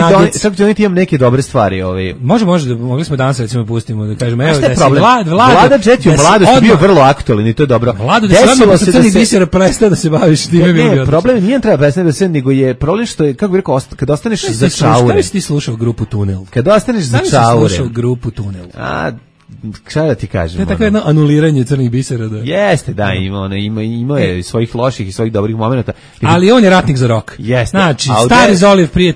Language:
Serbian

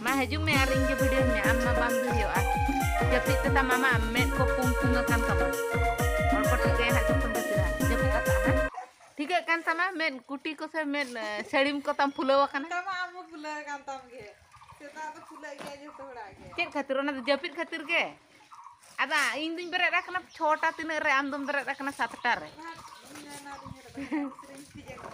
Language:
Santali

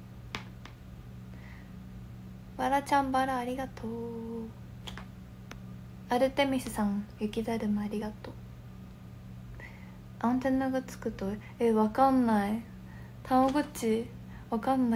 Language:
Japanese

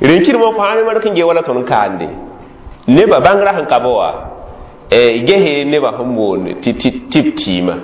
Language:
Mossi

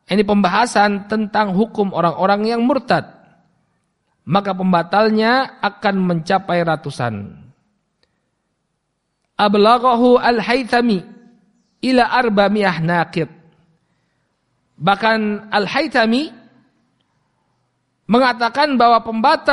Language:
Indonesian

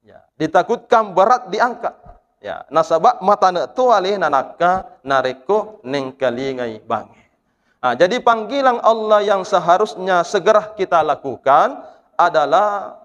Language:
Buginese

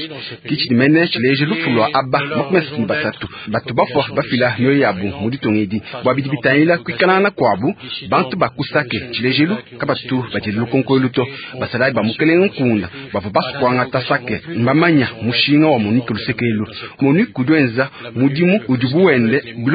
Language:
Luba-Lulua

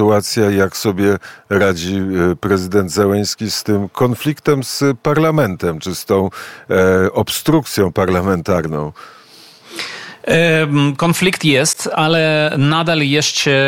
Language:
Polish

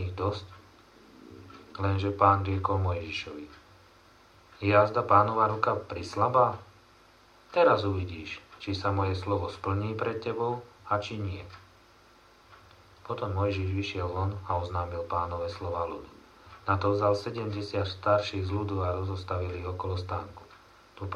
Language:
Slovak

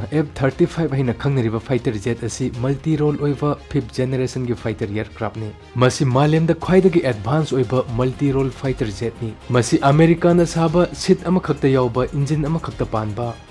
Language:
Manipuri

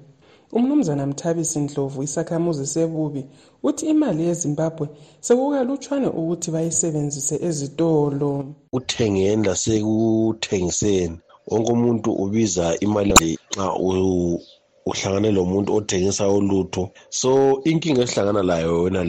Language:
North Ndebele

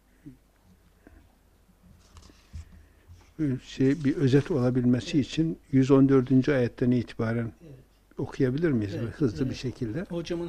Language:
Turkish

